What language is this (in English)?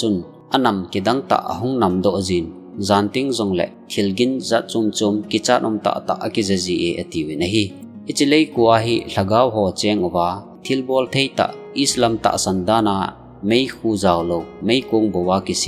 Thado Chin